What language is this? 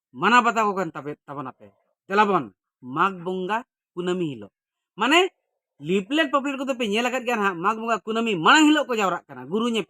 Santali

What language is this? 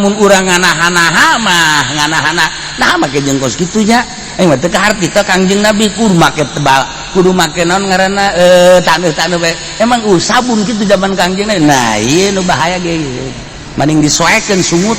Sundanese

